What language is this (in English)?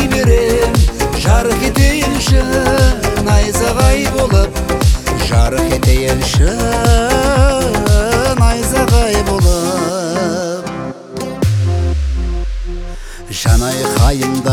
Kazakh